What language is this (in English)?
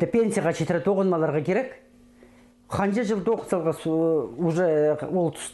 Khakas